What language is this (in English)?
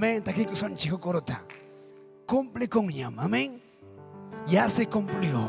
Ayacucho Quechua